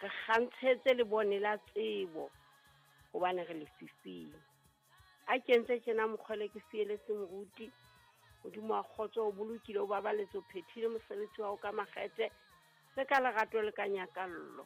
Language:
Southern Sotho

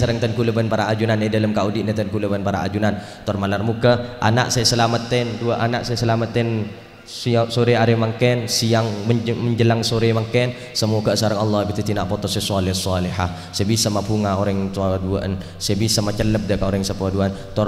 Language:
Madurese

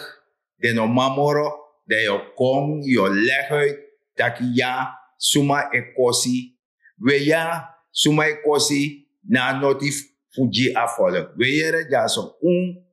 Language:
Sranan Tongo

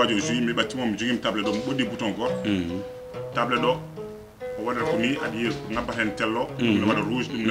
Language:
Fula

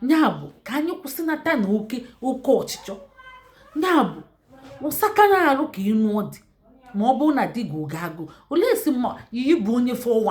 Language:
Igbo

